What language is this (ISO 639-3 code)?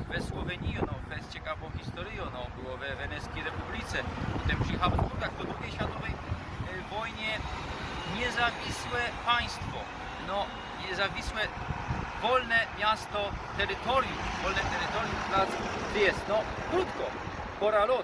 szl